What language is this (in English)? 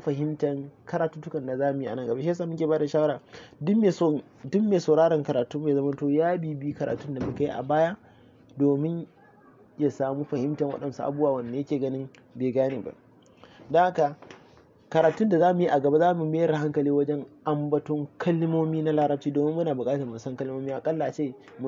Hausa